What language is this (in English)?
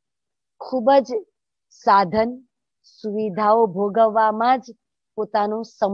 Gujarati